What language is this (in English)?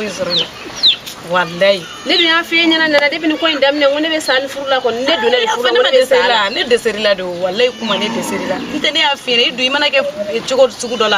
Bambara